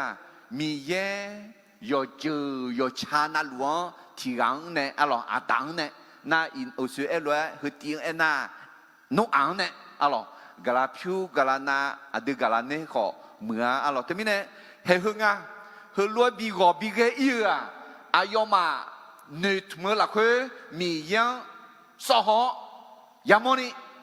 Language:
Akha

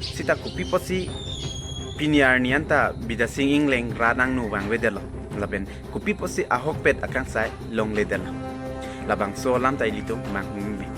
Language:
Karbi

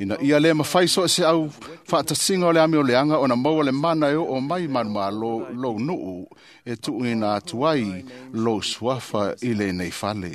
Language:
Samoan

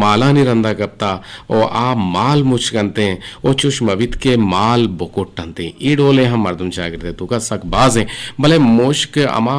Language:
Eastern Balochi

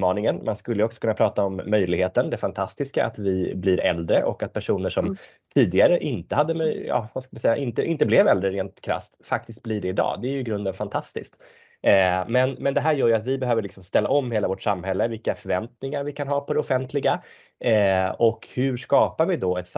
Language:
Swedish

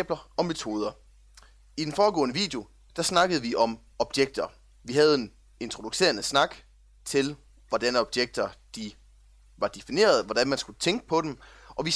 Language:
Danish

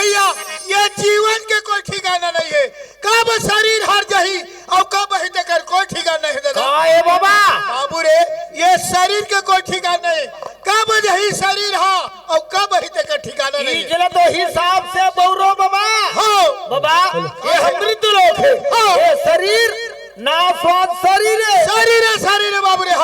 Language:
Chhattisgarhi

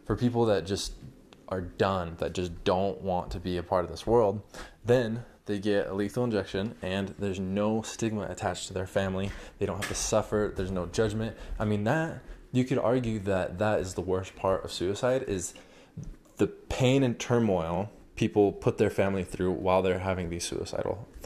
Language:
English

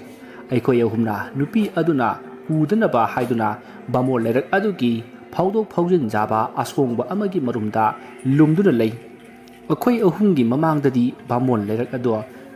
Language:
Manipuri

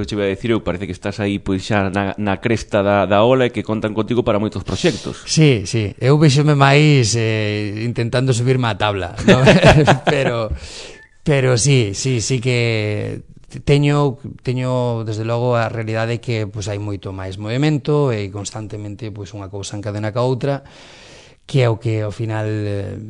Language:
Galician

